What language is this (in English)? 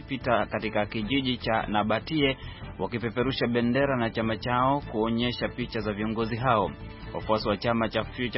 Swahili